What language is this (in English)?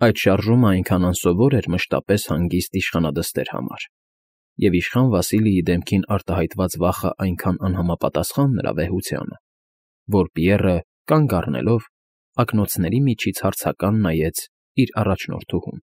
Armenian